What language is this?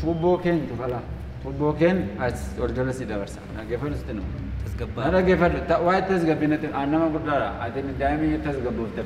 Oromo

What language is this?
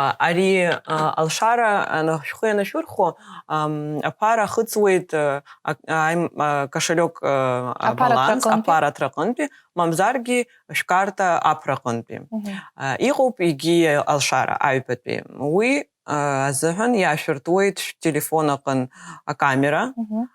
Abkhazian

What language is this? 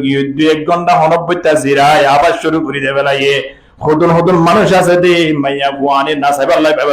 Rohingya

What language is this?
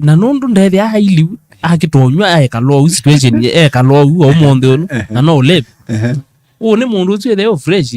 Kamba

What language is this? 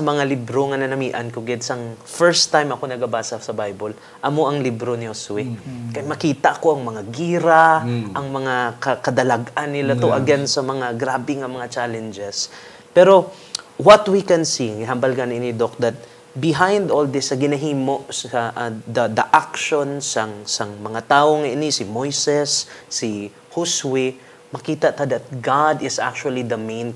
Hiligaynon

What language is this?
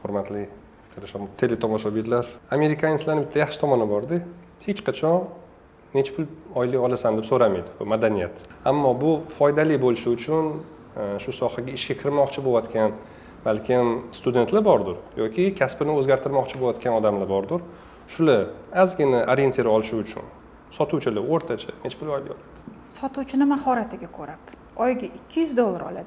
Uzbek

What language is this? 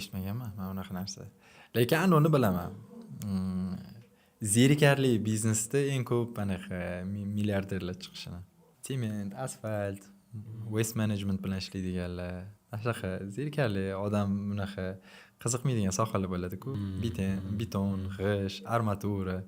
Uzbek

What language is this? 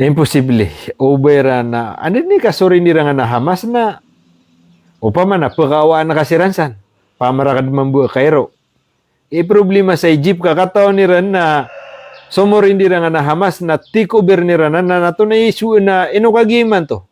Maranao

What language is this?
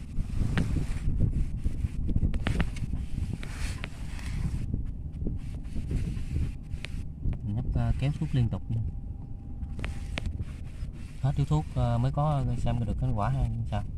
Vietnamese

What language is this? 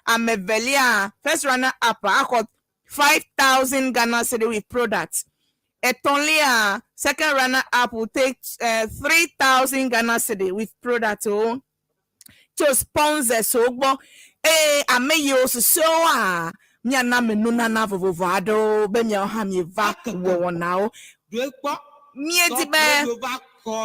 Ewe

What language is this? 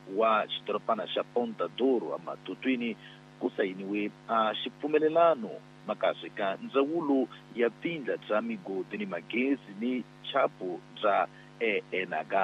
Tsonga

